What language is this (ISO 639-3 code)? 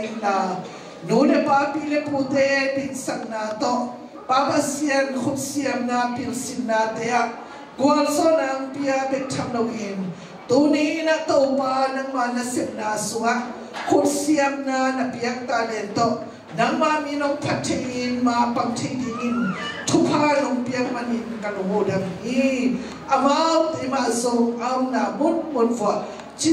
ctd